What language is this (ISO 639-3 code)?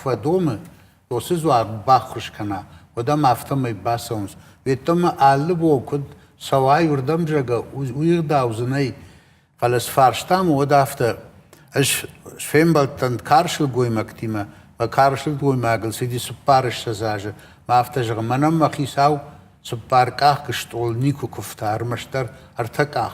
oss